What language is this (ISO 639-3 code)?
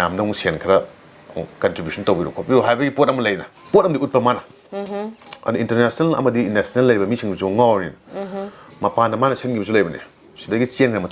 mni